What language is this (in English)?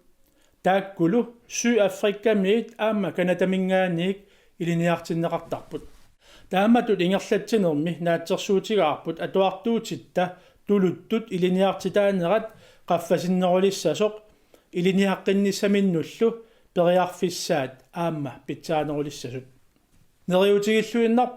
Kalaallisut